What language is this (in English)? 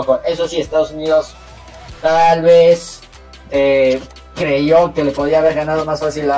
Spanish